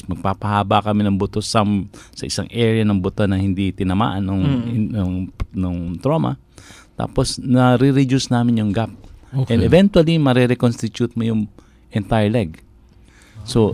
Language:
Filipino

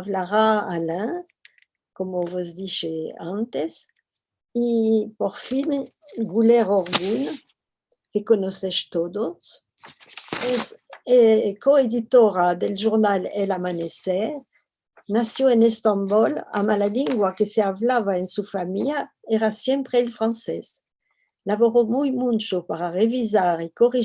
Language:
Ladino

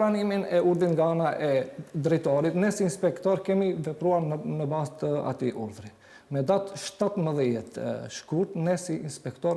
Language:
Albanian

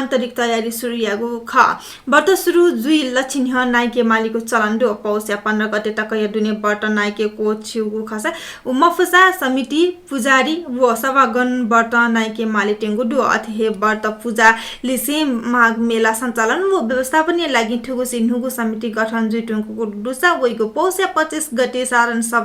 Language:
Newari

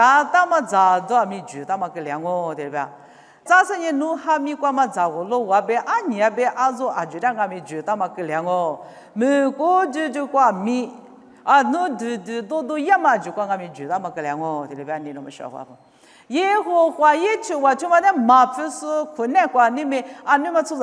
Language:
Lisu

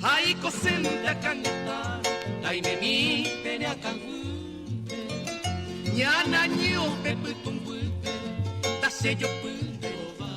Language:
Guarani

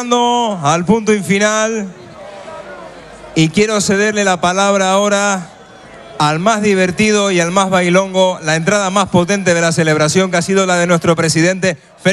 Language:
Spanish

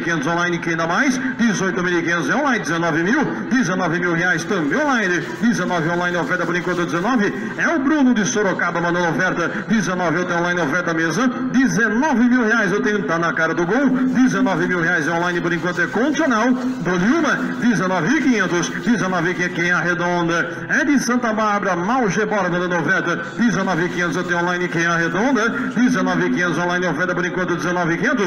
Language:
Portuguese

